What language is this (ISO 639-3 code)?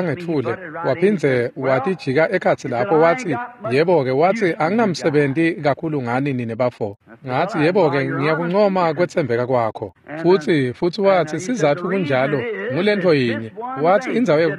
ssw